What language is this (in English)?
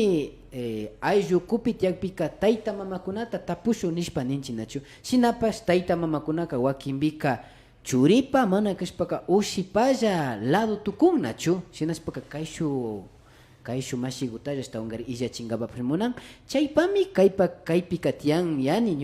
Imbabura Highland Quichua